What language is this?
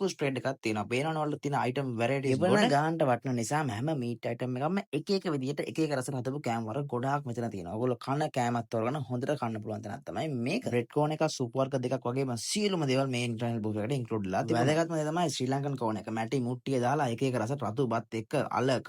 Sinhala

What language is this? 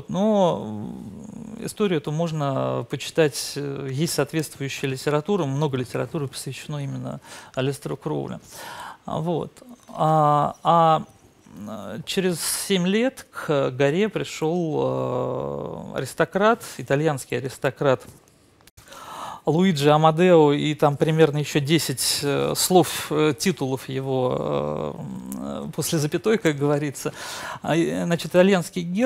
Russian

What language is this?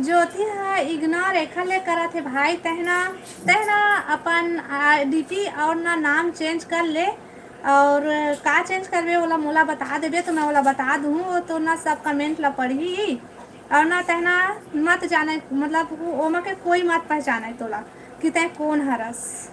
Chhattisgarhi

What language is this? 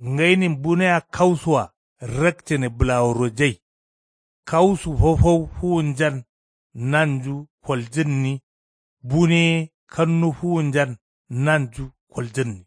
Kanuri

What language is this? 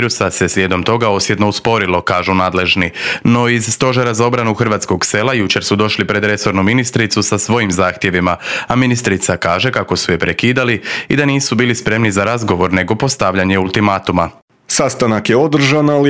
Croatian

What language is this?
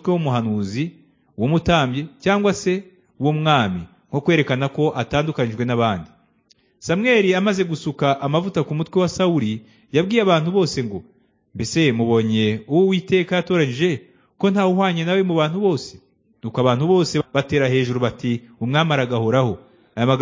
Kinyarwanda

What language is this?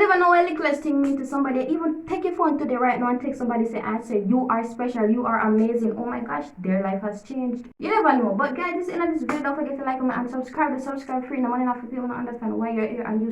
Jamaican Creole English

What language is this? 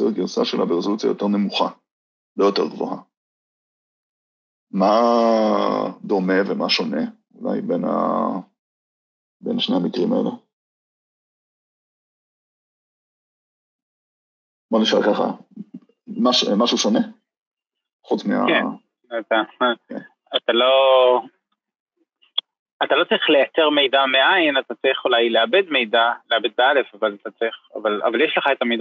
Hebrew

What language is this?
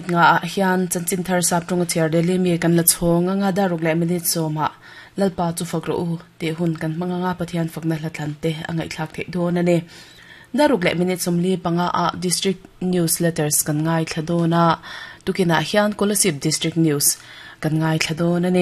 Mizo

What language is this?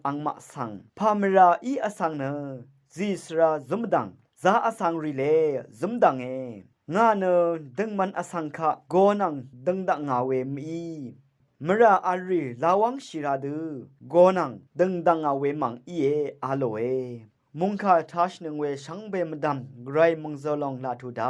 Rawang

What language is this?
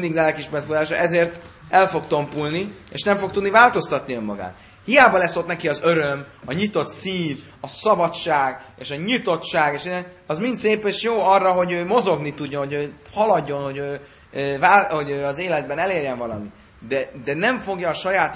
Hungarian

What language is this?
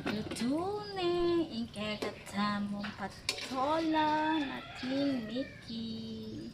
Pampanga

